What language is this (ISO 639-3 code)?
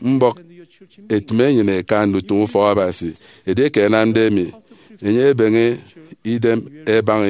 efi